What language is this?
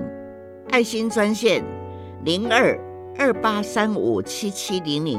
Chinese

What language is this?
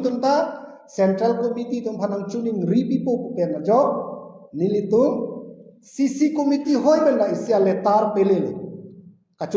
Karbi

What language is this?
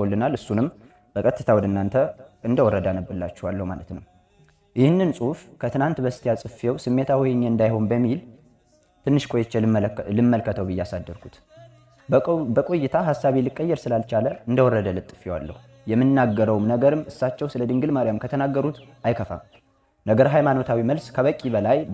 Amharic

